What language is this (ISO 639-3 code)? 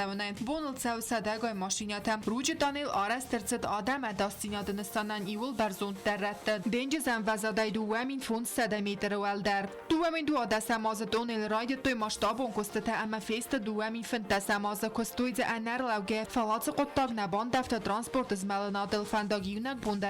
oss